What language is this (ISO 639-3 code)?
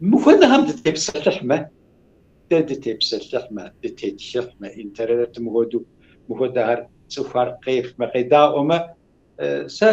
kbd